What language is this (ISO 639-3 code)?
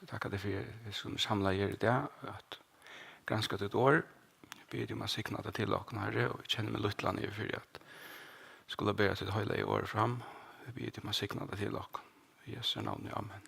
fao